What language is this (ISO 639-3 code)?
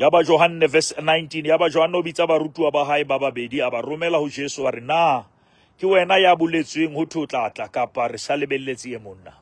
sot